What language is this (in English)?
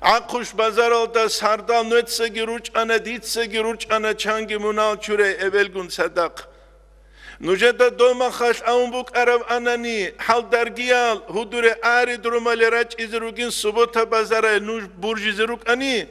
Avaric